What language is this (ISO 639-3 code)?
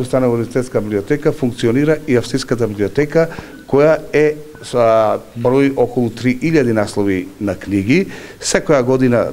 mkd